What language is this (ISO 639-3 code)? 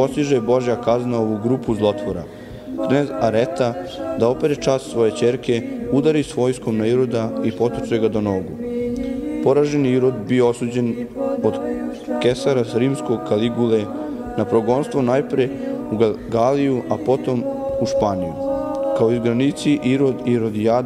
srp